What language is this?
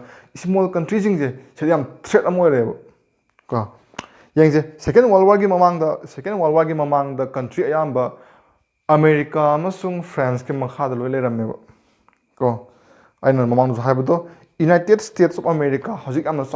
Manipuri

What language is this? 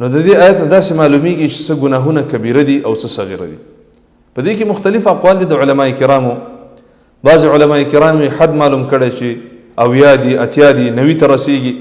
Pashto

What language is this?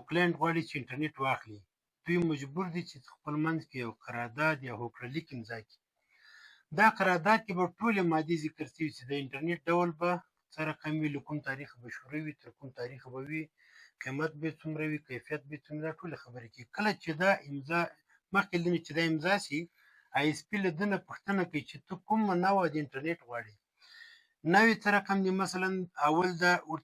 Pashto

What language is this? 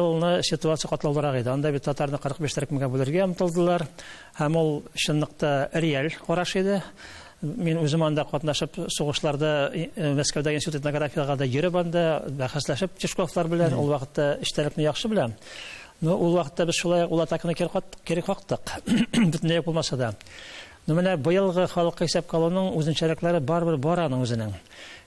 Tatar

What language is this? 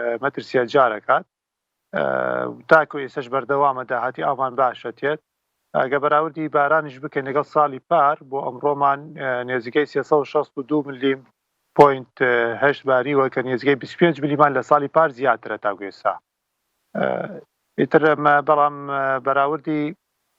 Central Kurdish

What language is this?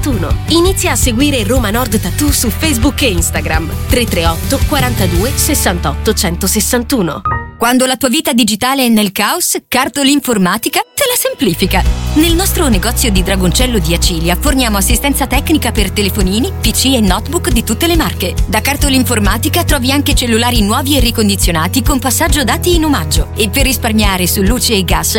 Italian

